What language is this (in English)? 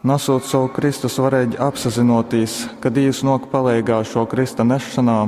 Latgalian